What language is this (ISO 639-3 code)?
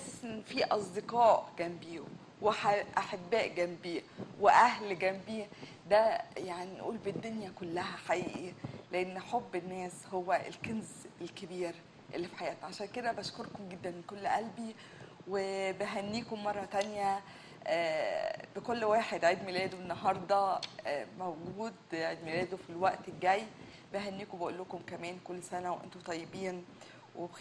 arz